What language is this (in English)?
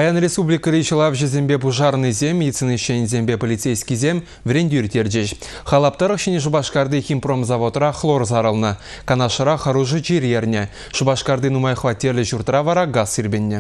Chuvash